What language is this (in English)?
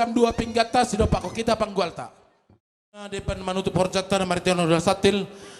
Batak Simalungun